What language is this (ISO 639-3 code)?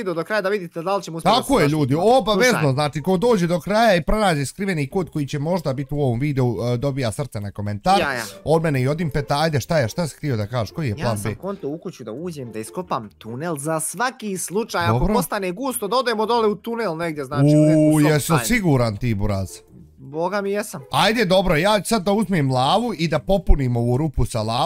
bos